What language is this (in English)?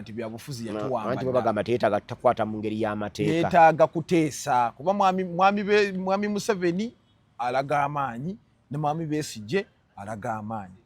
Ganda